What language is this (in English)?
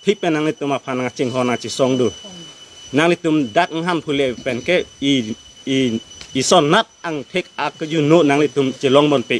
Karbi